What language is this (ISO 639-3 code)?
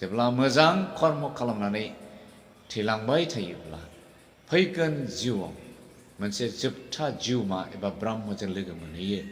brx